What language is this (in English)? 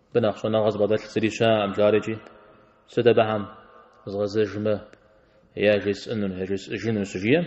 Kabardian